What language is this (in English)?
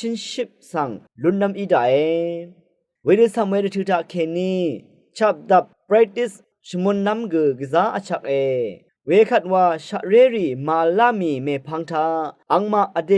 Rawang